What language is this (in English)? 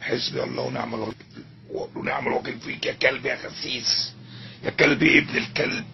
Egyptian Arabic